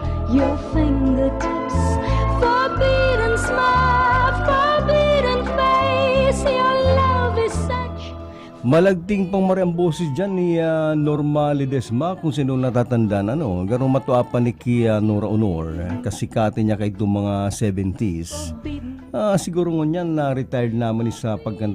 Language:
Bikol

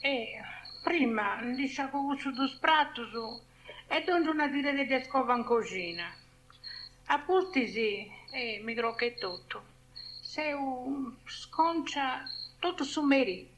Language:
Sardinian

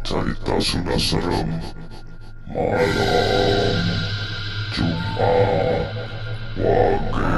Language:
Sundanese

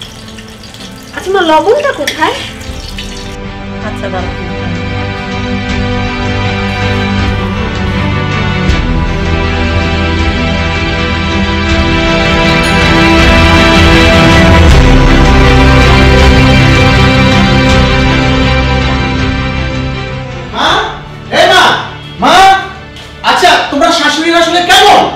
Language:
Bangla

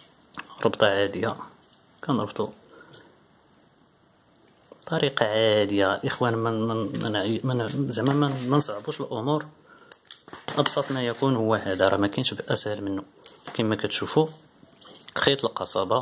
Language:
Moroccan Arabic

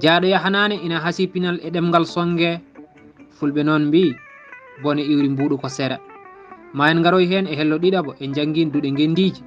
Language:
Fula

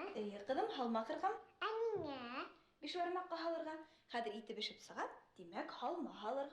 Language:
Bashkir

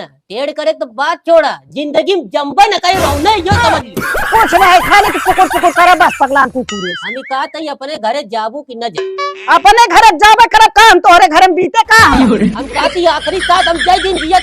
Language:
Awadhi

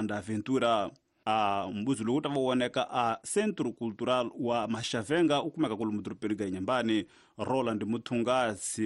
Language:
Tsonga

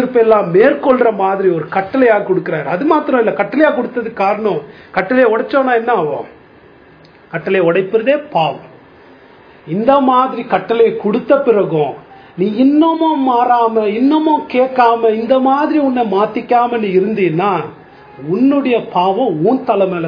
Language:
Tamil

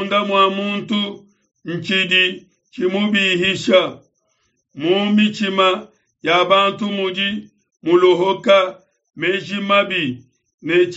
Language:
Luba-Lulua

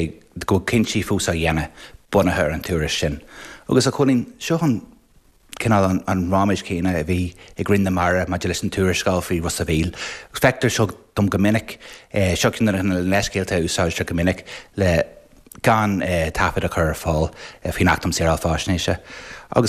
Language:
Irish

